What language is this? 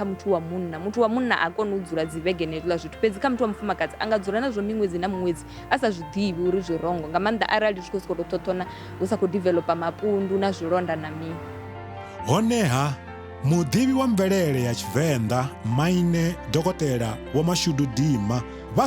Venda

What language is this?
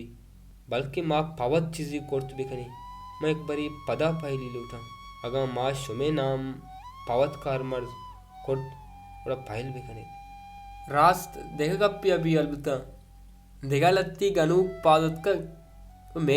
Baluchi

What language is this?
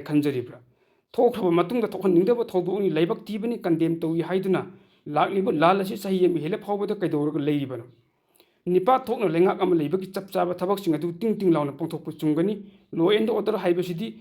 Manipuri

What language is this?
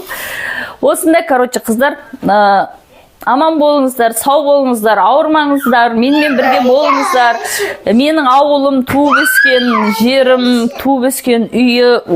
Kazakh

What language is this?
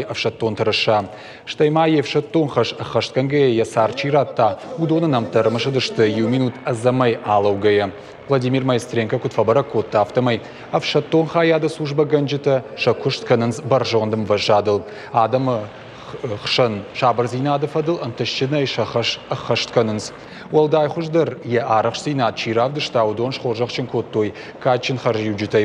Ossetic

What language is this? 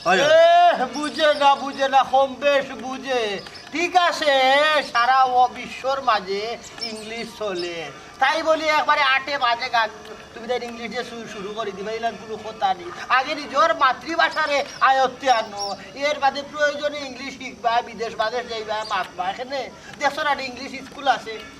Sylheti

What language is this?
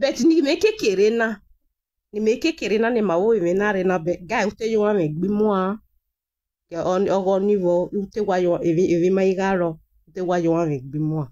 Nigerian Pidgin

